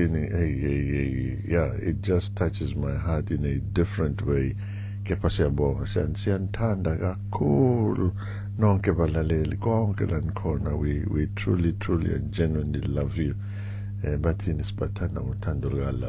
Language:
Zulu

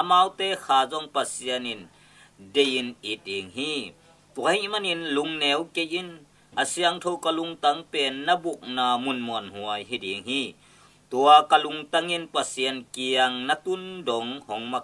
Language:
Tedim Chin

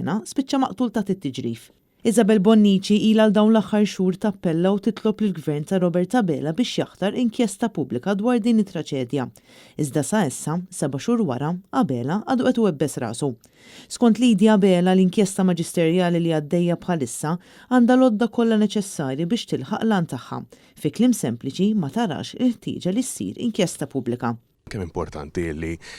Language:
Maltese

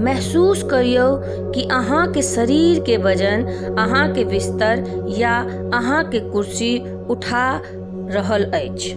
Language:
Maithili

